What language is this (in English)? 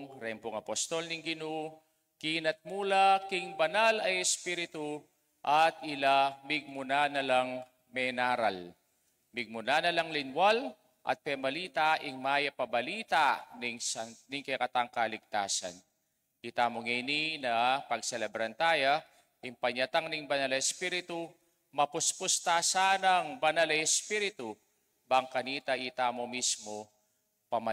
Pampanga